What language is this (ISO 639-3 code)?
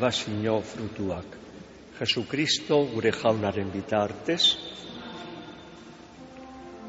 eus